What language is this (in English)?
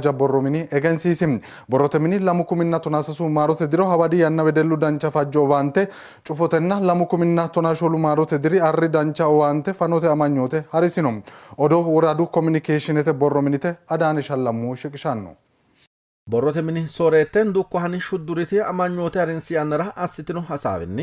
Sidamo